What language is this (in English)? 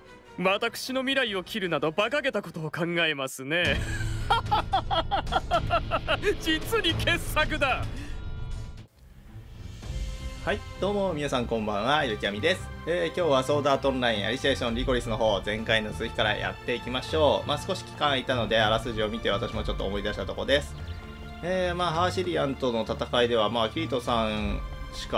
Japanese